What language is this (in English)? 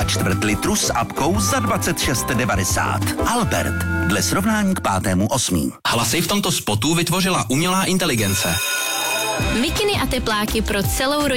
Czech